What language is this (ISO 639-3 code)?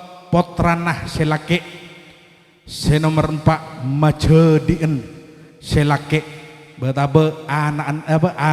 mad